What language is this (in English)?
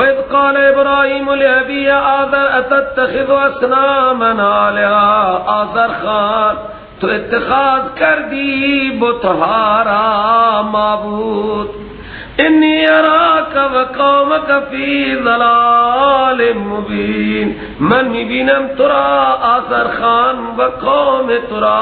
Persian